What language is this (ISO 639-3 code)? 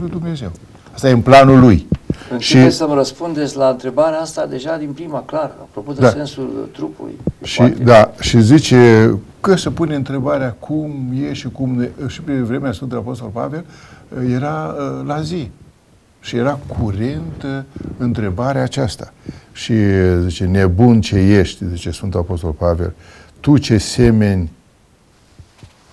ron